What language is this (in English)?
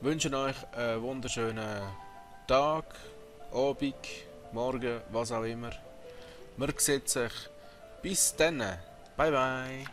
Swiss German